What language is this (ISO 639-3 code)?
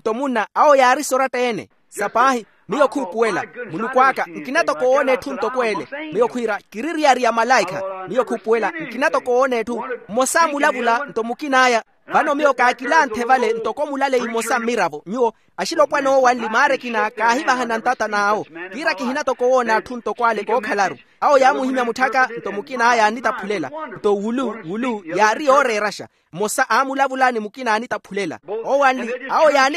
vmw